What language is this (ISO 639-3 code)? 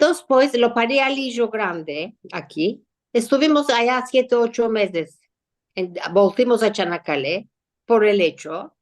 lad